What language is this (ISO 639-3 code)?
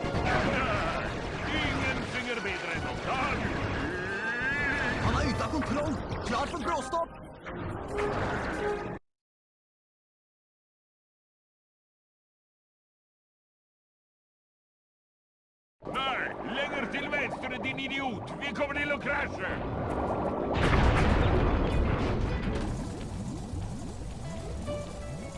nor